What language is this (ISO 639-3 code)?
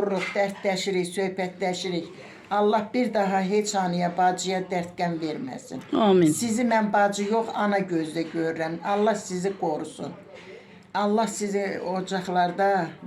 aze